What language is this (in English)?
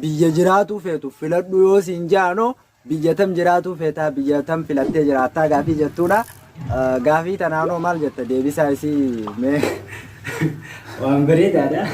Oromo